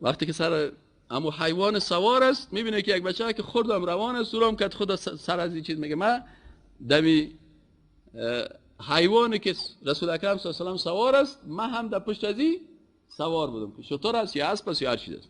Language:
Persian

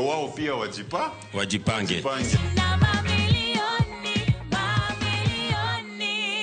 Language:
Luo (Kenya and Tanzania)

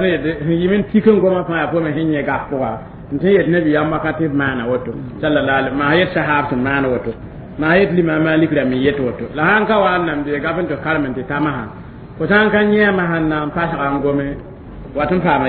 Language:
Mossi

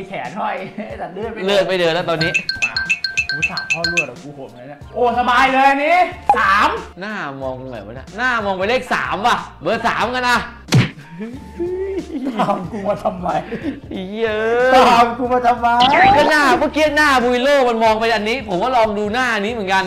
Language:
Thai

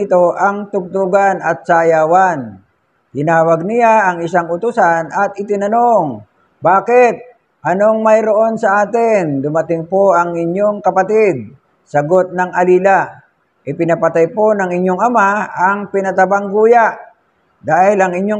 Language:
Filipino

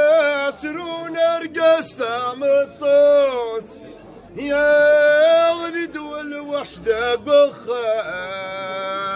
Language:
Kabyle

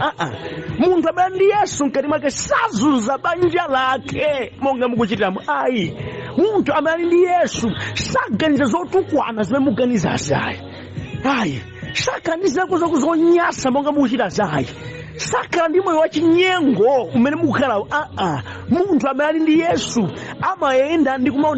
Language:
Nyanja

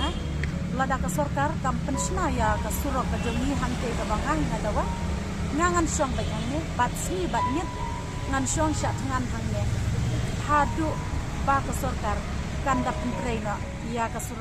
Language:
Khasi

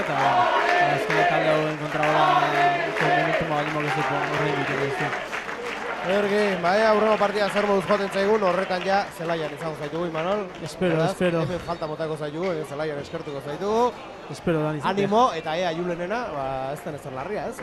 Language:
Basque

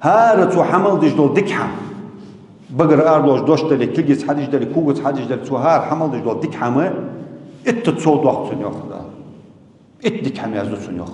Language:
Ingush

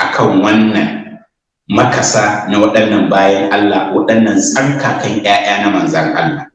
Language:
Hausa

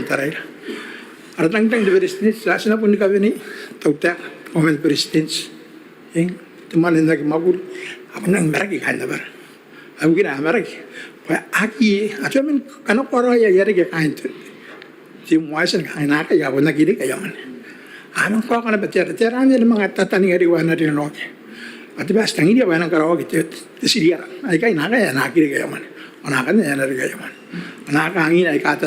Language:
Gilbertese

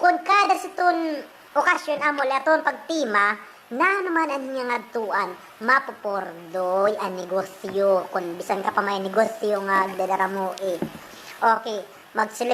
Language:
Waray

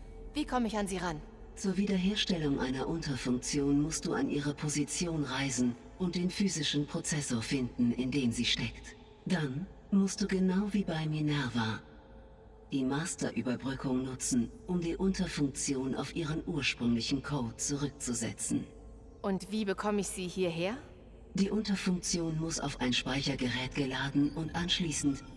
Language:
Bavarian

